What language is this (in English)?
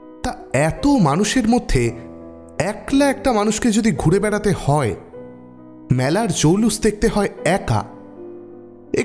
Bangla